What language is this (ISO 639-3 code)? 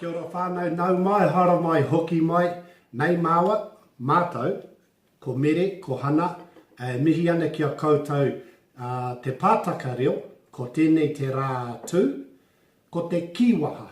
mri